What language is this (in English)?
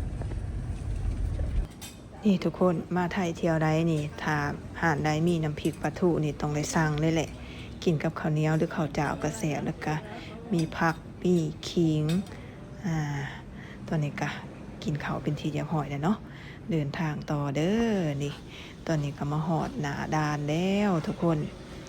Lao